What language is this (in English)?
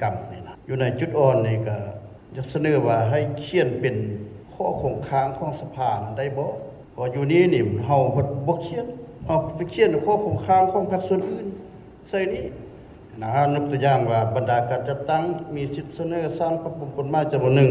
Lao